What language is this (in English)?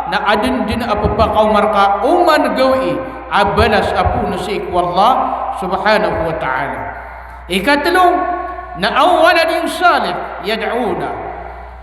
Maranao